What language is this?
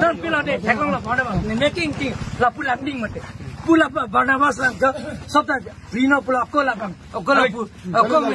Karbi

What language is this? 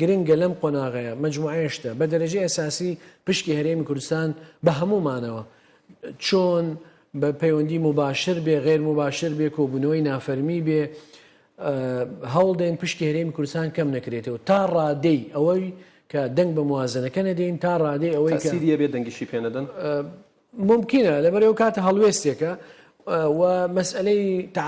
Central Kurdish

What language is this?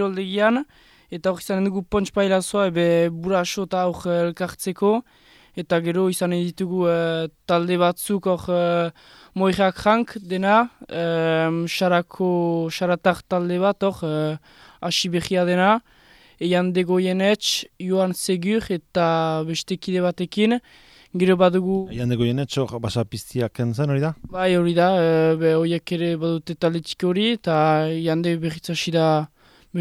Basque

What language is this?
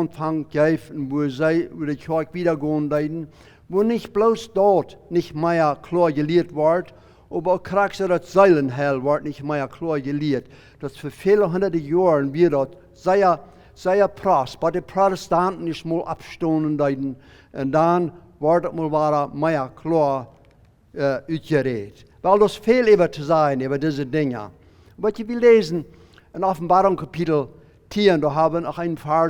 Plautdietsch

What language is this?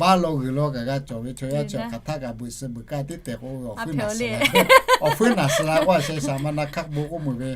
Lahu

